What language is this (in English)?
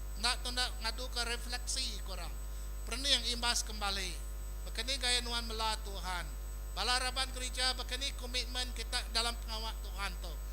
Iban